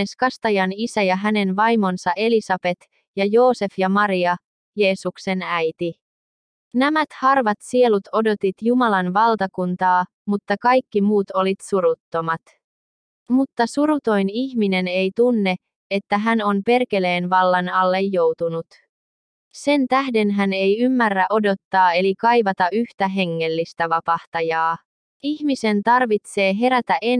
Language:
Finnish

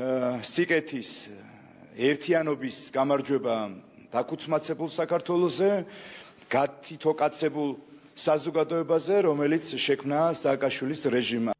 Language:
Georgian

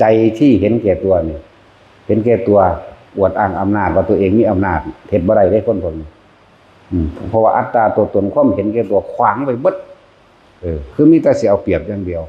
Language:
Northeastern Thai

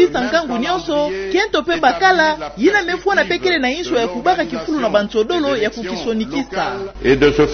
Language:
Kituba (Democratic Republic of Congo)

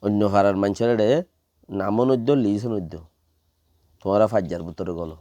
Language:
Rohingya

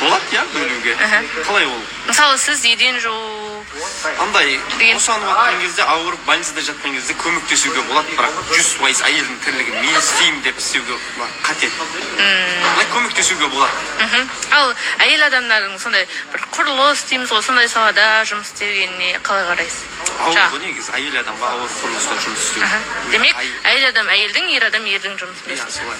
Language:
Kazakh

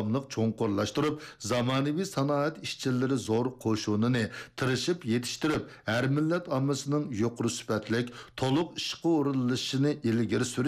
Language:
Uyghur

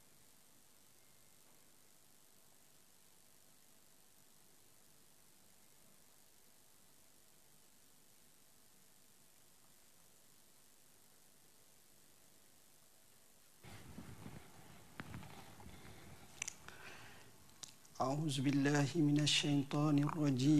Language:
Malay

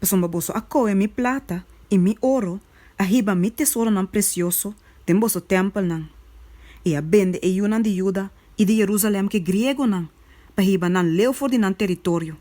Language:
Papiamento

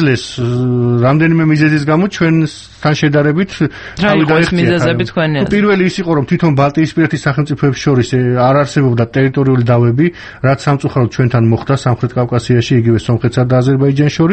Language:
Georgian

